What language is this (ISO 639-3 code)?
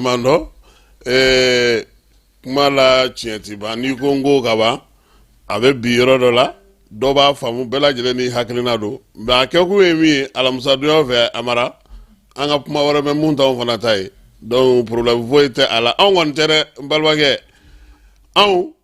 bam